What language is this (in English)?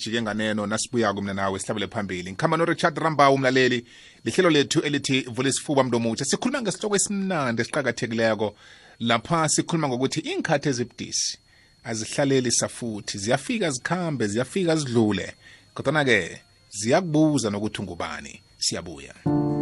South Ndebele